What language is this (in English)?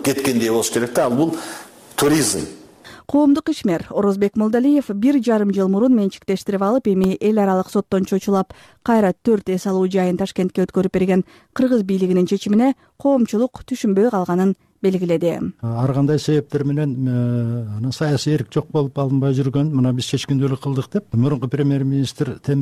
Kyrgyz